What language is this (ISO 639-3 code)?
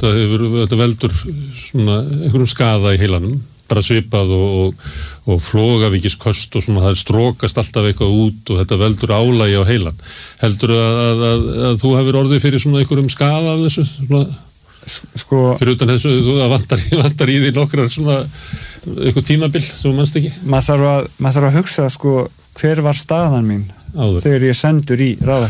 isl